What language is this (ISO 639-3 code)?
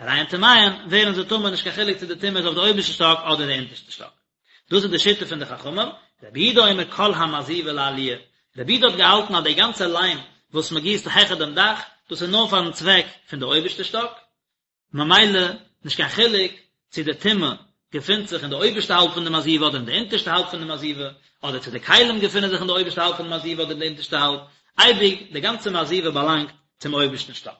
yid